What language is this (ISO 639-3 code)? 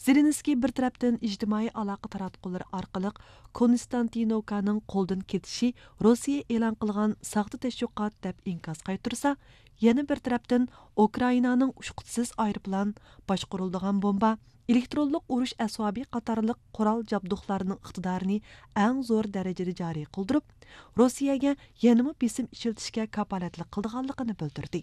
uig